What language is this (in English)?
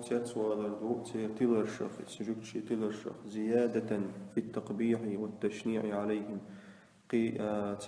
Chechen